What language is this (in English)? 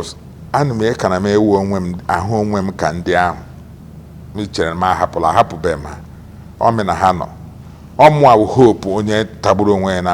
Igbo